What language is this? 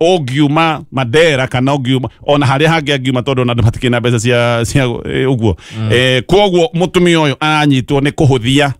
Kikuyu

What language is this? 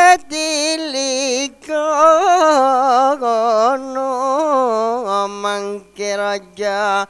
Madurese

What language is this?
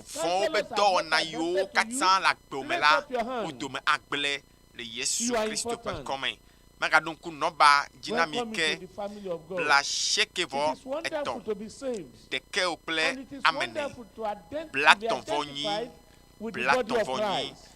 Ewe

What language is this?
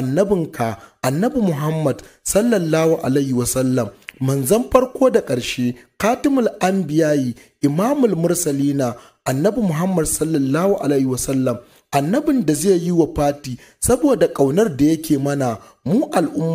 Hausa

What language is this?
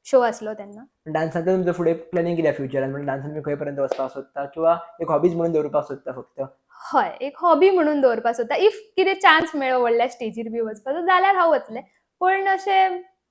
Konkani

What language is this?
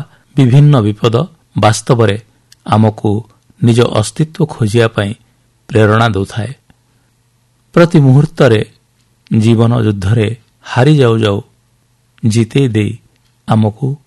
Odia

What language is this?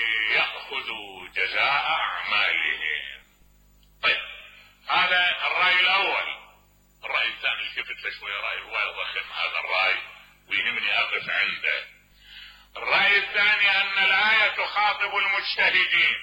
Mesopotamian Arabic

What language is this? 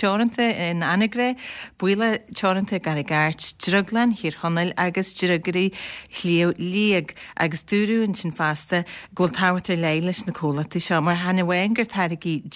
Irish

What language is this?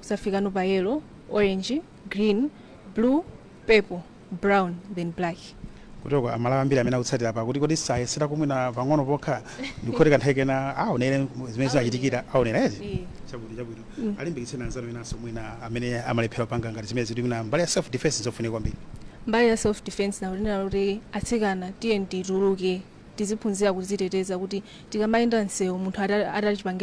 Nyanja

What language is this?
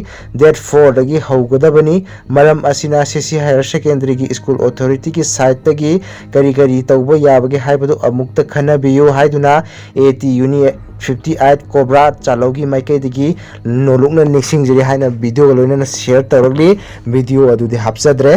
Manipuri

